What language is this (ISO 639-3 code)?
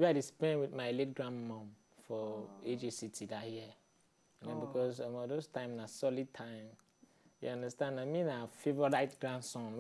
pcm